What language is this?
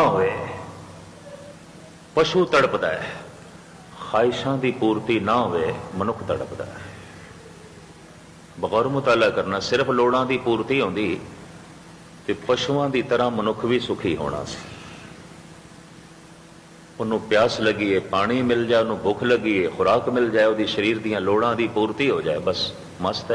Punjabi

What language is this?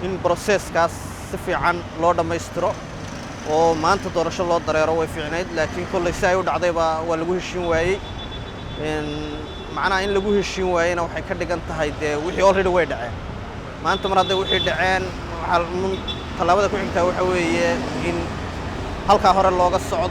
Somali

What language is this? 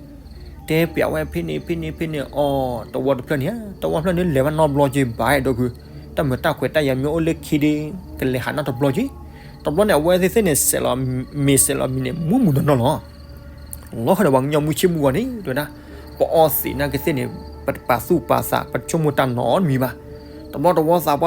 S'gaw Karen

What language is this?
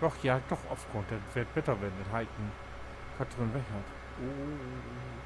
Low German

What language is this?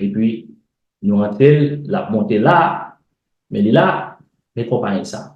Haitian Creole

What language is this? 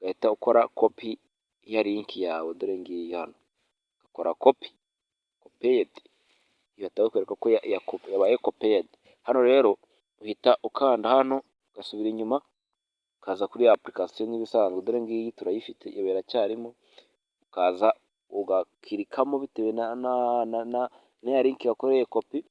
Kinyarwanda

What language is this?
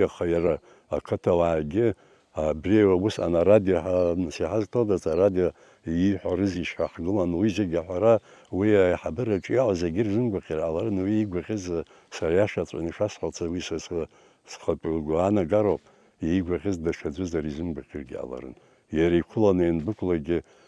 Abkhazian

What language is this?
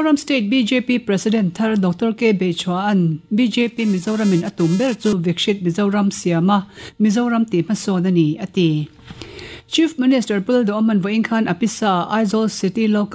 Mizo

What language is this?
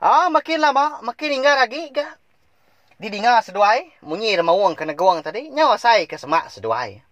Iban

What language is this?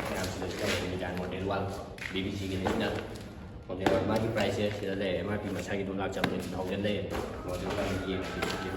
Manipuri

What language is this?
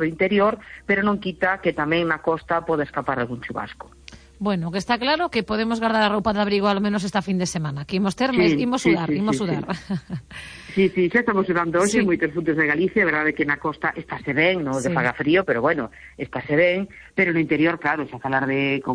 Galician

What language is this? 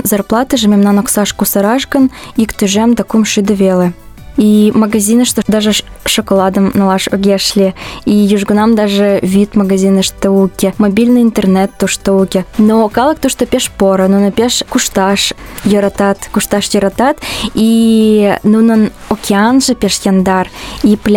Mari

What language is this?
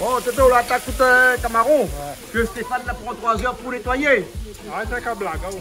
Réunion Creole French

